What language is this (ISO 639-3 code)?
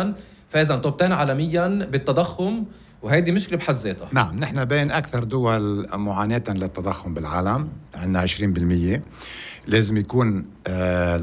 apc